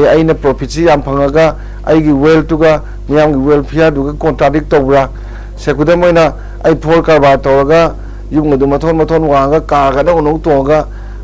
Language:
Manipuri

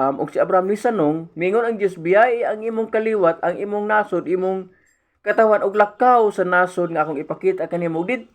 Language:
Cebuano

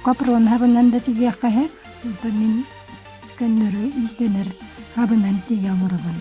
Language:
Yakut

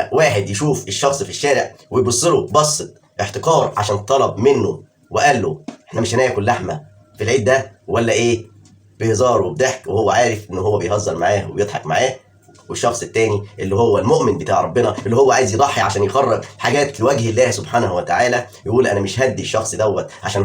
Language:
Egyptian Arabic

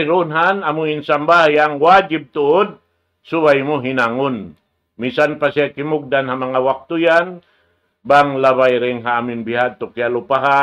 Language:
Tausug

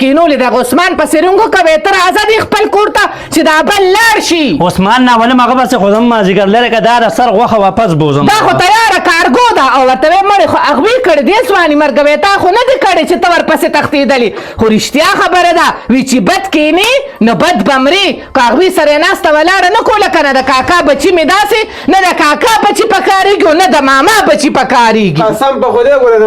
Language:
Pashto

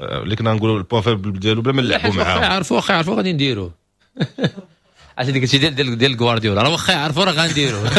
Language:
Moroccan Arabic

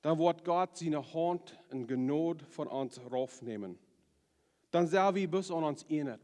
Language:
Plautdietsch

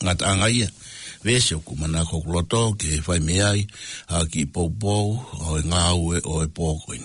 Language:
Tongan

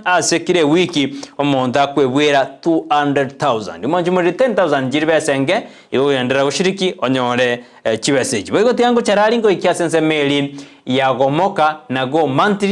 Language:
Gusii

